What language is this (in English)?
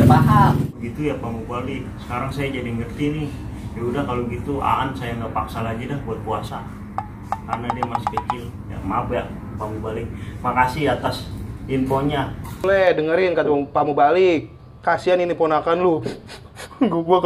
Betawi